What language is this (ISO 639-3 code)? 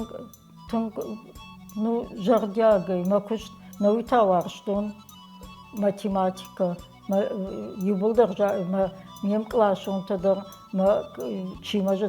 oss